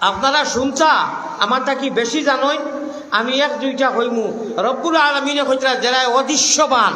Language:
Sylheti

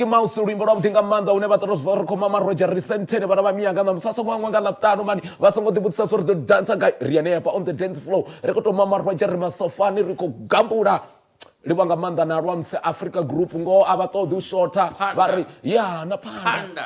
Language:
Venda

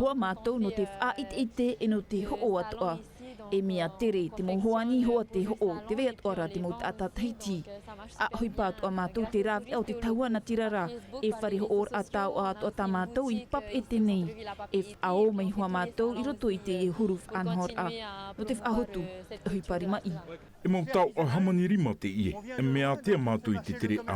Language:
Tahitian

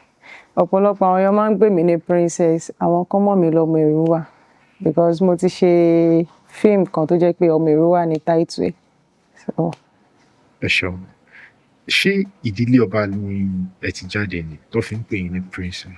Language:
Yoruba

